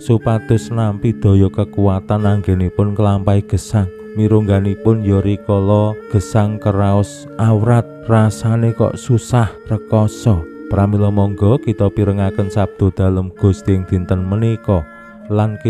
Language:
Javanese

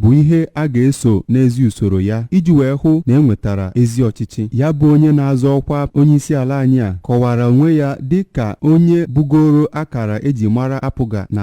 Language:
Igbo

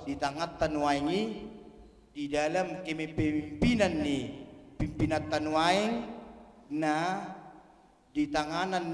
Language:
Batak Toba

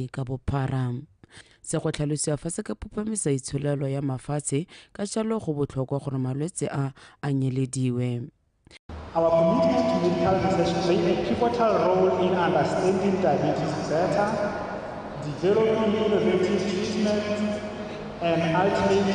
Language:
Tswana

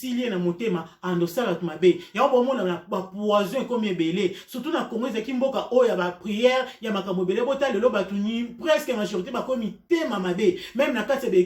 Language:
Lingala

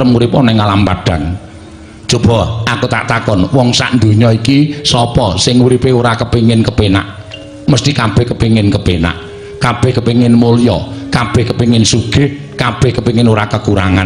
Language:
Javanese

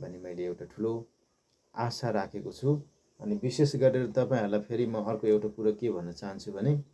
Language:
Nepali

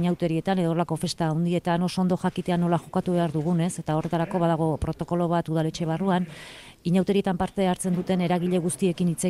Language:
Basque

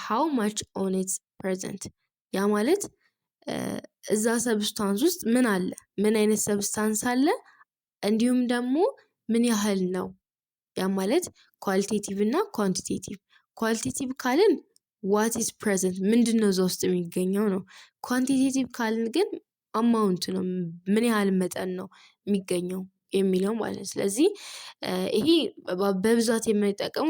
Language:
Amharic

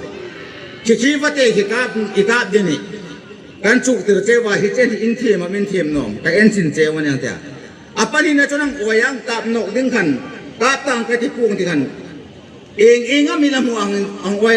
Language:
Hmar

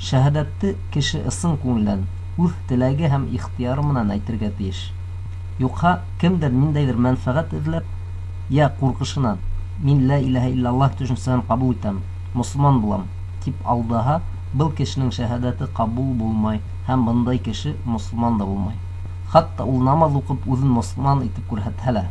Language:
Bashkir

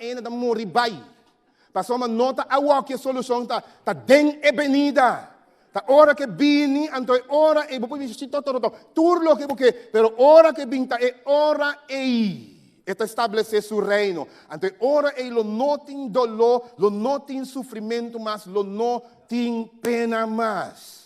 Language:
Papiamento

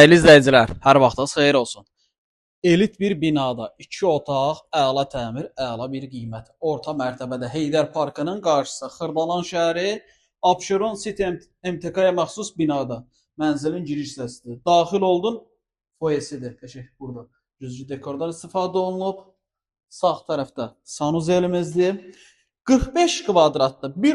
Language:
Azerbaijani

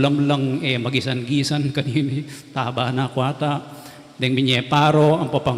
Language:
Pampanga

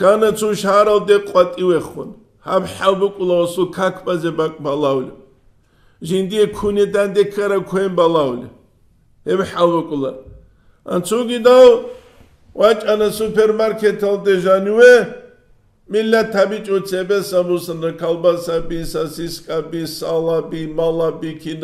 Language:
Avaric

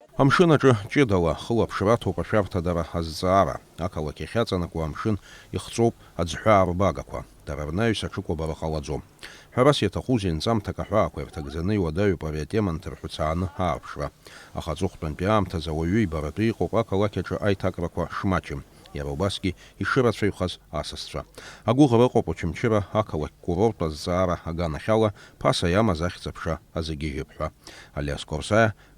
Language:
Abkhazian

